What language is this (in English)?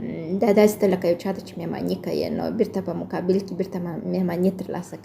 Pashto